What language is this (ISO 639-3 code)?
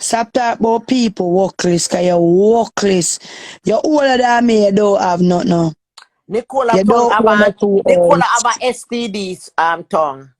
jam